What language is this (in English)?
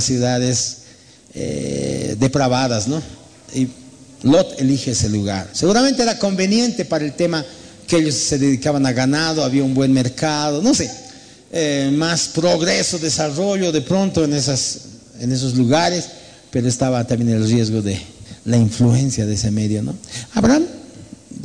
Spanish